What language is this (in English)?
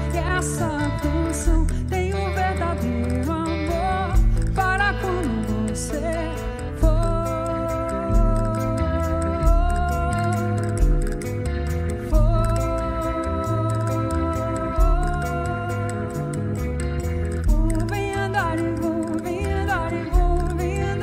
Portuguese